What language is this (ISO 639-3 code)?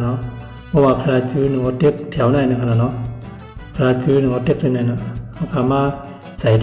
shn